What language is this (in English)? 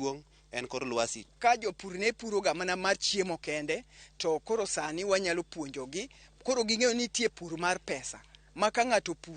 Luo (Kenya and Tanzania)